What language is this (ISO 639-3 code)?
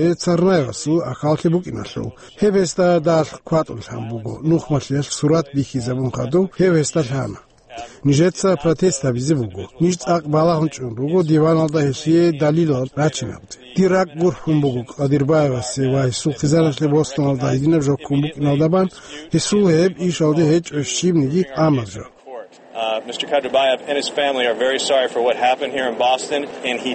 ava